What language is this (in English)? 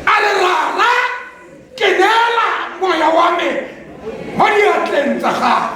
Tswana